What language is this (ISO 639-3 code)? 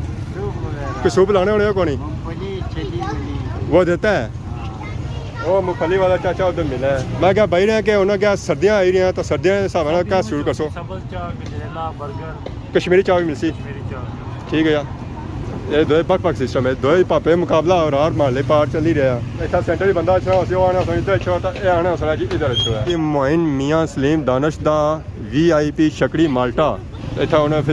phr